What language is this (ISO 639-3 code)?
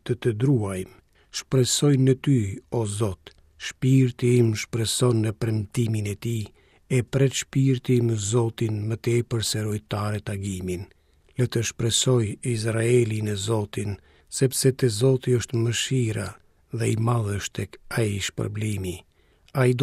sqi